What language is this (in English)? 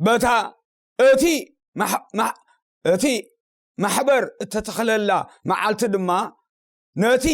Tigrinya